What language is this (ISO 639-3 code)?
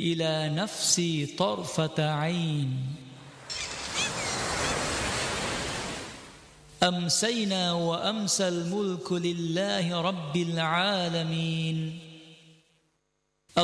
ara